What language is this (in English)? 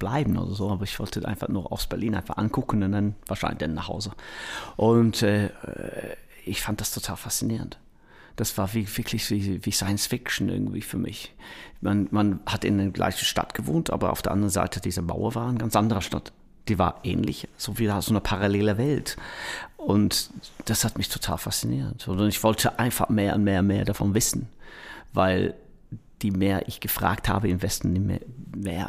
German